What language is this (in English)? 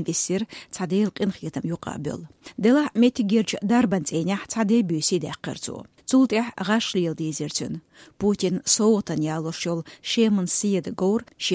Chechen